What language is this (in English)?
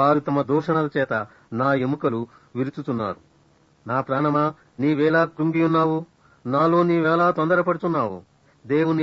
Telugu